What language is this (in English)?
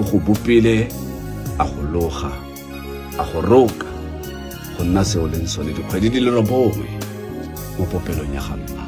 Tswana